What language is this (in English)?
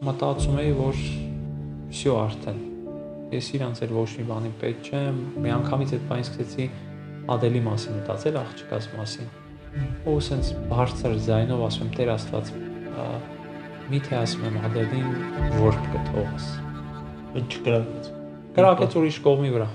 Armenian